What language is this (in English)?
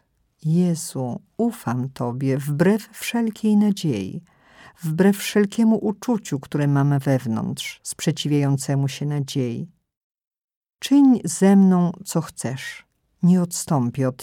Polish